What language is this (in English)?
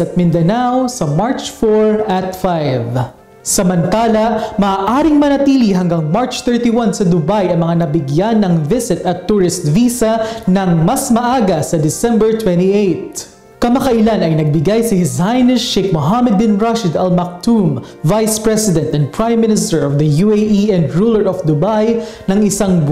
Filipino